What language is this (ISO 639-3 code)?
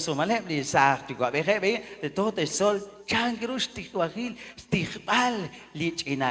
kek